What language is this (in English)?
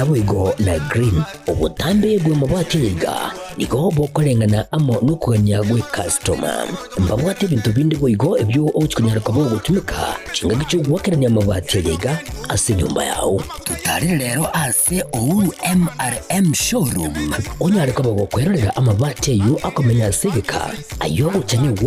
Gusii